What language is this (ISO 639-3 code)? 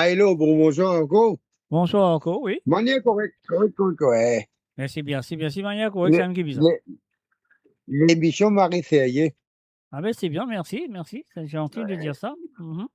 mfe